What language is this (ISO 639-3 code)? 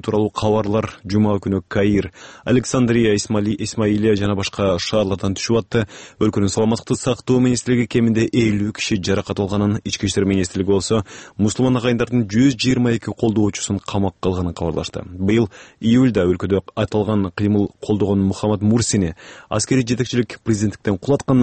kir